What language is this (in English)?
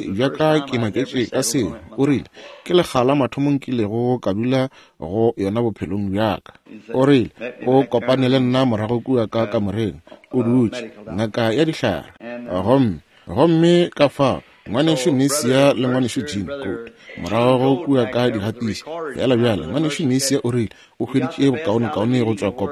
Northern Sotho